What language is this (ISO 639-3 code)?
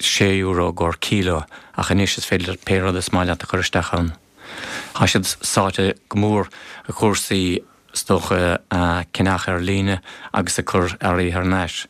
gle